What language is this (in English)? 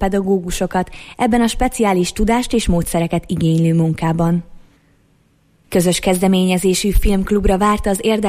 Hungarian